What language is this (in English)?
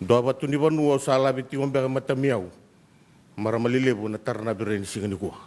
Fijian